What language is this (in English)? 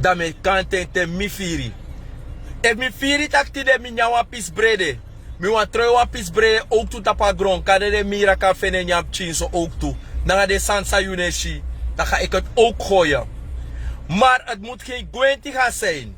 Sranan Tongo